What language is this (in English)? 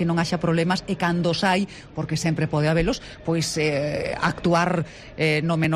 Galician